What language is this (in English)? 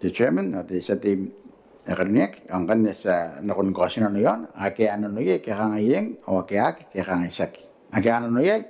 Gilbertese